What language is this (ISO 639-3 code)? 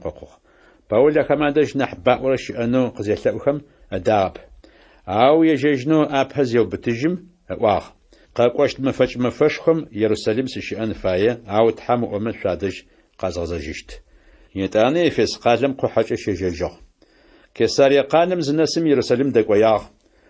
ady